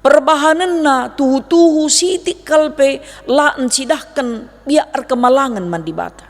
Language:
Batak Karo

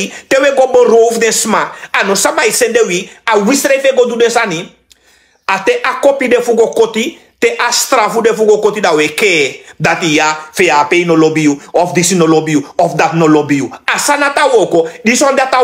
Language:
Sranan Tongo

